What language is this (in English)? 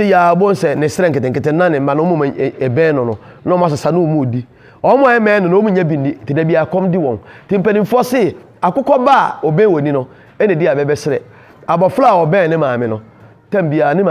Akan